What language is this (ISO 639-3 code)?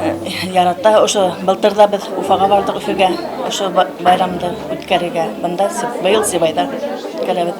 bak